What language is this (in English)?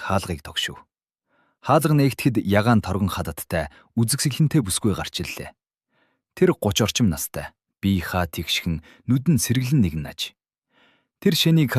Mongolian